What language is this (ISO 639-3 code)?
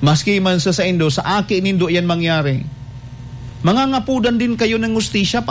bik